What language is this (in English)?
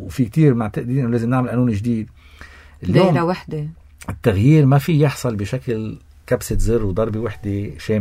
North Levantine Arabic